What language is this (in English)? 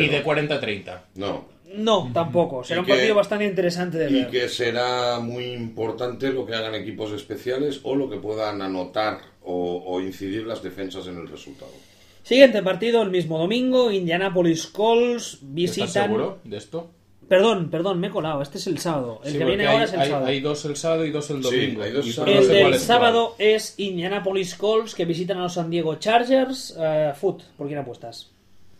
Spanish